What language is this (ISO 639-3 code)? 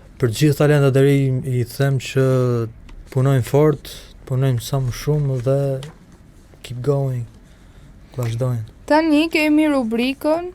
sqi